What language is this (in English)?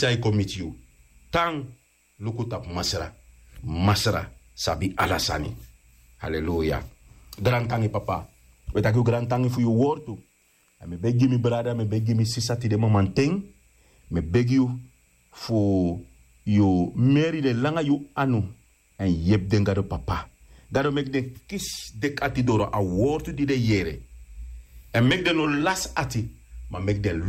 Sranan Tongo